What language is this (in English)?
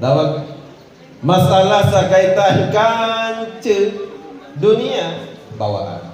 Sasak